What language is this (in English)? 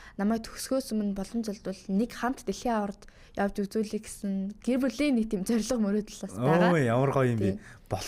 Mongolian